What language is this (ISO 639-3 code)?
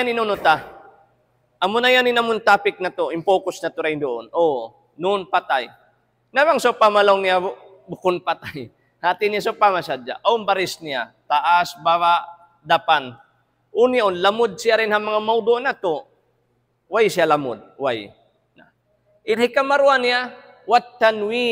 tsg